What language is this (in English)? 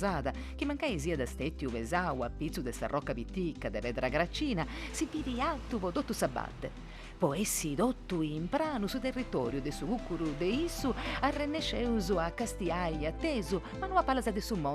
Sardinian